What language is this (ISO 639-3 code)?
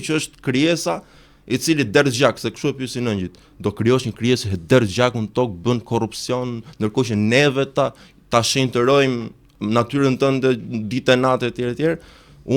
sqi